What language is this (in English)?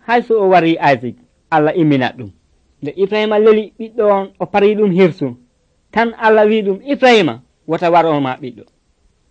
Nigerian Fulfulde